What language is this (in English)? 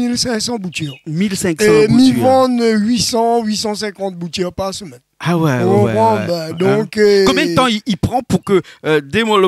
Réunion Creole French